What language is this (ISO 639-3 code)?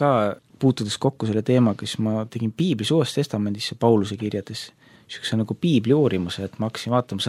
est